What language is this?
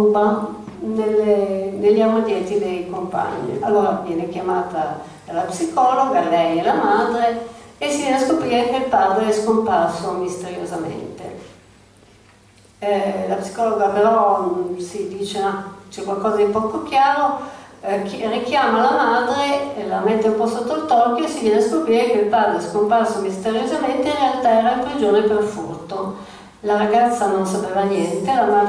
Italian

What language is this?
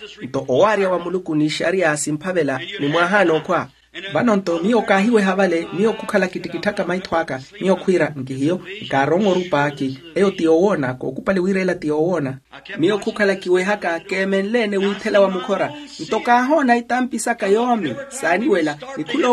Makhuwa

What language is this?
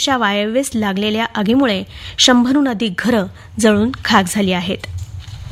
Marathi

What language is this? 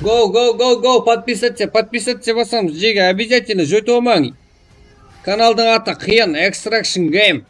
Kara-Kalpak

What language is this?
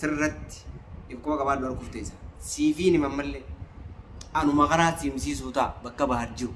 Oromo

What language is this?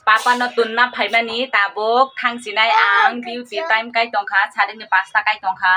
Kok Borok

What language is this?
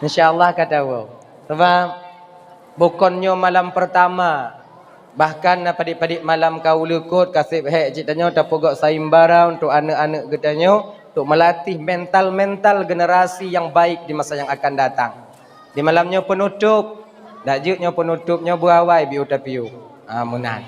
Achinese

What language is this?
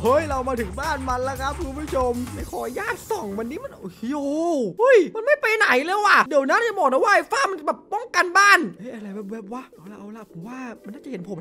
Thai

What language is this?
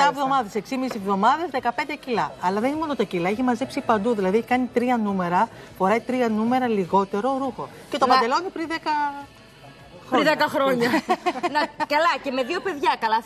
Greek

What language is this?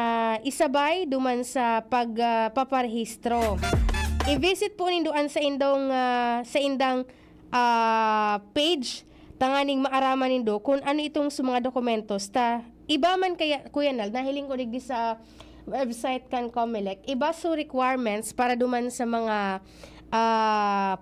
Bikol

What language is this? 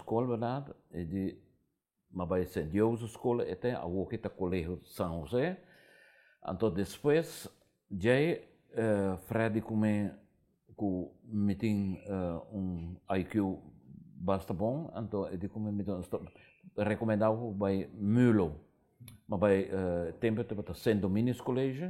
Papiamento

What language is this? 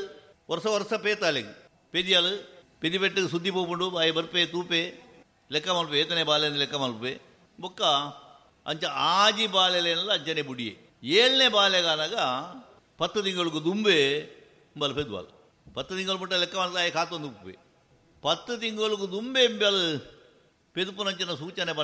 Tulu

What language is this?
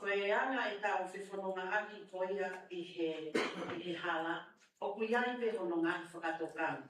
Tongan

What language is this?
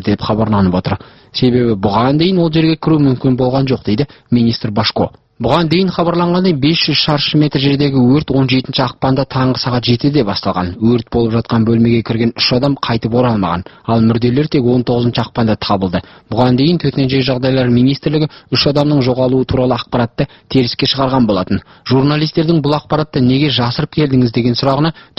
Kazakh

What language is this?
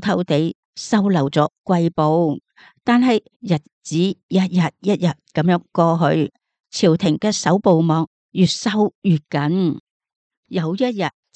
Cantonese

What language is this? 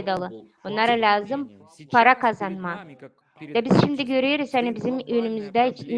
Gagauz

